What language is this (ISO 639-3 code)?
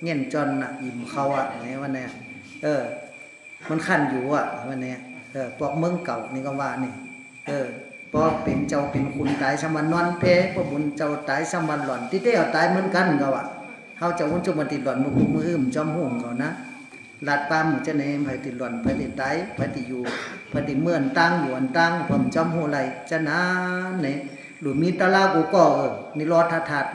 shn